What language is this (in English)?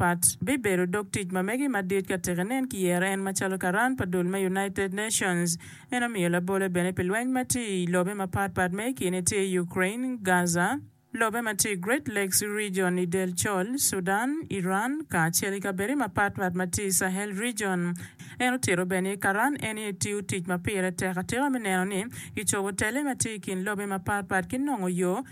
Acoli